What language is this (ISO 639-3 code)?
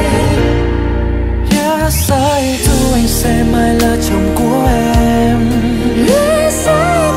vie